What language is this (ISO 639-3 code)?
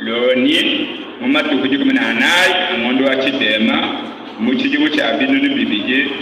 lua